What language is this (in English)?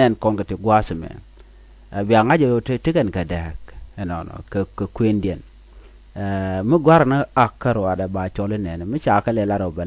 Nuer